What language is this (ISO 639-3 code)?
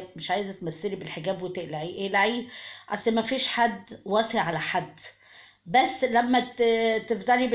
arz